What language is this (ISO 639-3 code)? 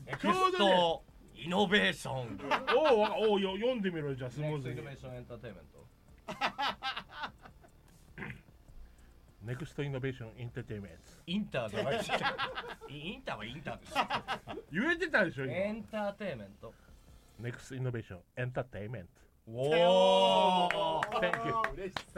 jpn